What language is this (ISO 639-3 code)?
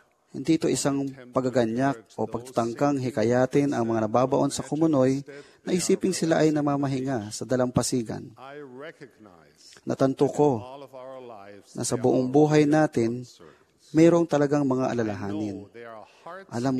fil